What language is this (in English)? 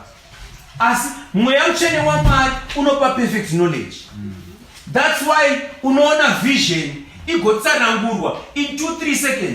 Shona